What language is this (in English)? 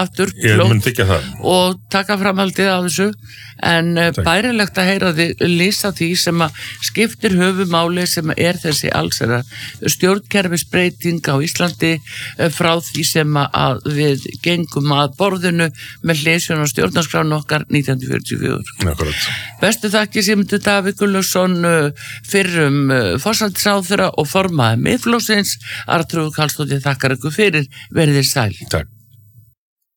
Icelandic